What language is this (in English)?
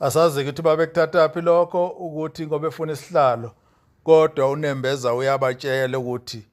Zulu